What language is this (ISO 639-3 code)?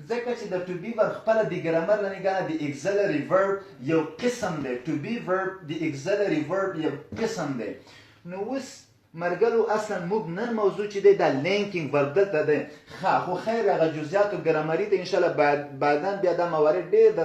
pus